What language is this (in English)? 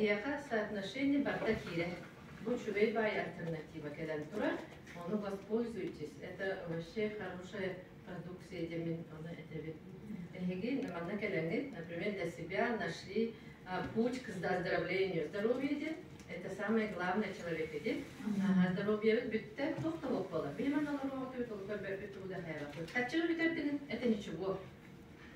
Yakut